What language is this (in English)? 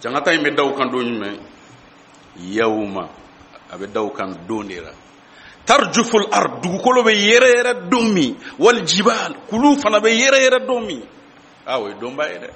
Bambara